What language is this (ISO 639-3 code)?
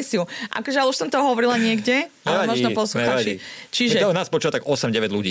slk